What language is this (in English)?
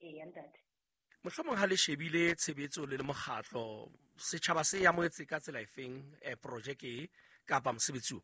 Southern Sotho